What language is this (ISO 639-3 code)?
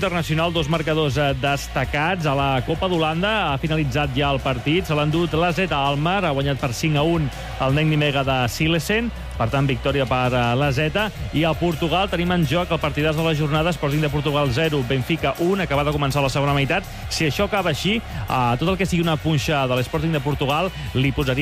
cat